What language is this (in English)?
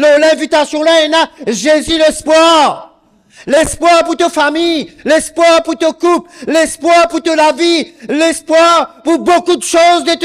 Morisyen